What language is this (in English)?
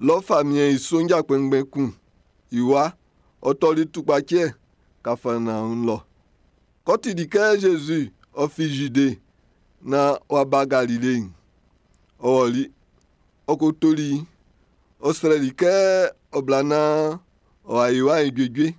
Baoulé